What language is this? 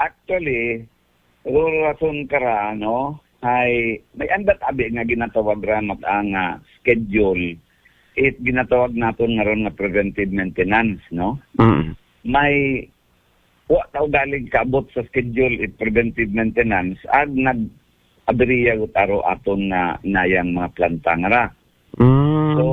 Aklanon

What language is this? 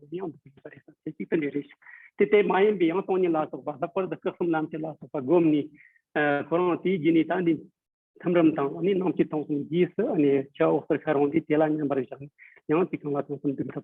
Tibetan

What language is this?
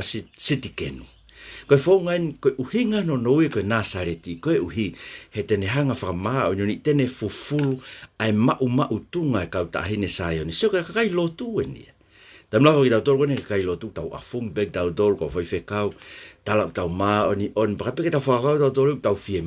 Tongan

